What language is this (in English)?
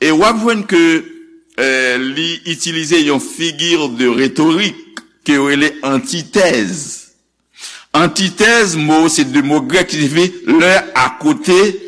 Haitian Creole